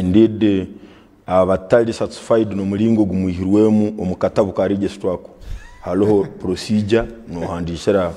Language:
Nyankole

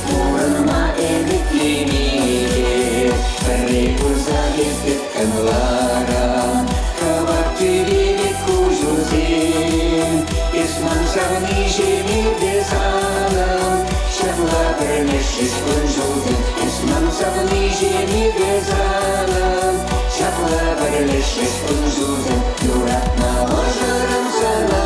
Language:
Chuvash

